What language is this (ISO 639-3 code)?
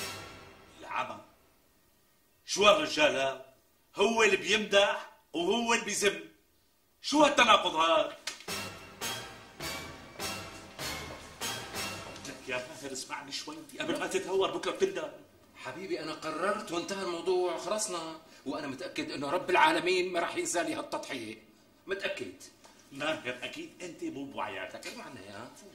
apc